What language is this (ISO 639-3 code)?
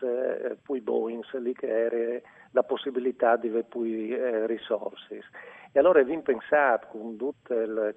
fur